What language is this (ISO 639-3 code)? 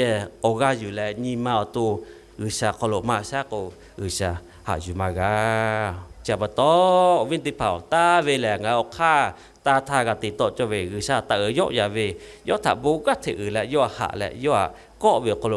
lhu